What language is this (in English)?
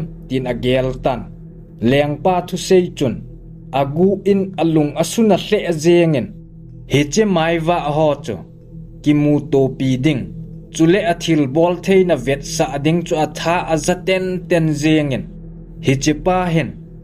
Thado Chin